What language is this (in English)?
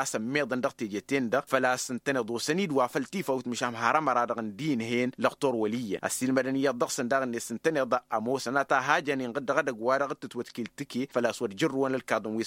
Tamasheq